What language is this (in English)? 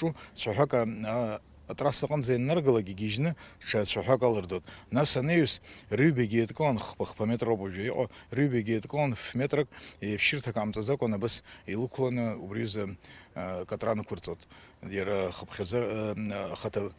Abkhazian